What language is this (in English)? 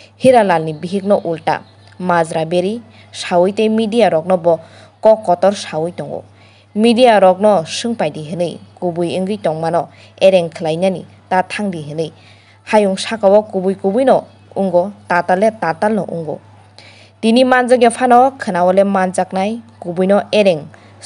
Kok Borok